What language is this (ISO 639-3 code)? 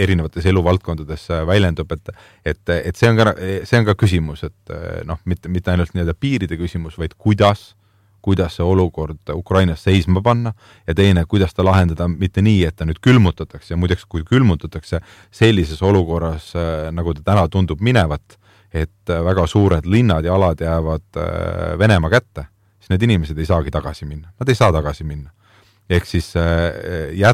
est